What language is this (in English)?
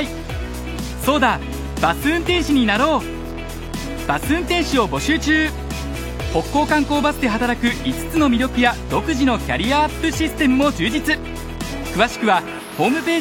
Japanese